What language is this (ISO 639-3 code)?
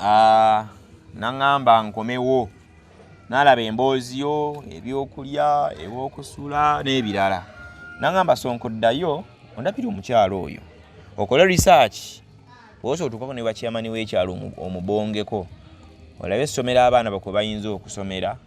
lug